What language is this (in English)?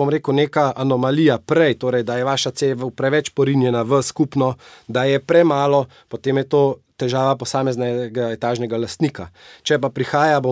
Slovenian